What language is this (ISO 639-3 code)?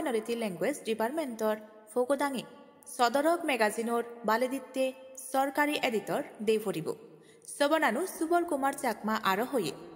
ccp